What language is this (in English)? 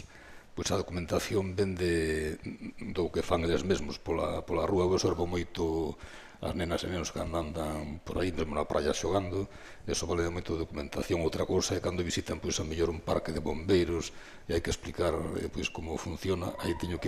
Galician